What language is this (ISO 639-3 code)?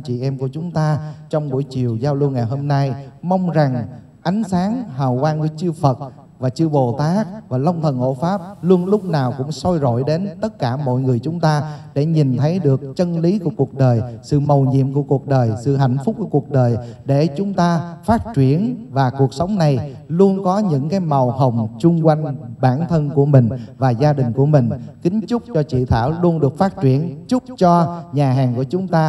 vie